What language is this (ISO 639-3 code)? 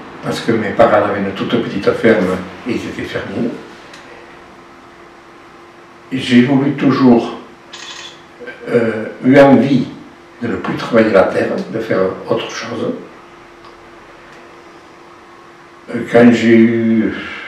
fra